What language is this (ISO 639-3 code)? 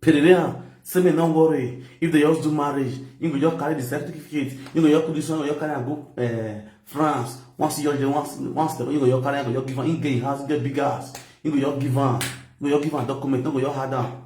pcm